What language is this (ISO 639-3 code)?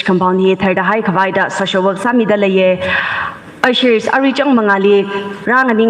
nmf